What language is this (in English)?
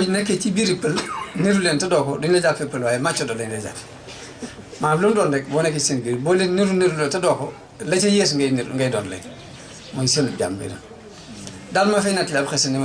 Wolof